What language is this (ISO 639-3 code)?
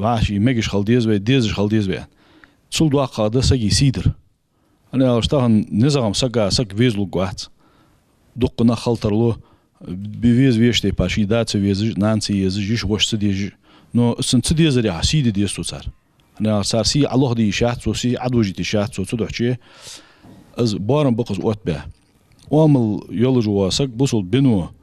inh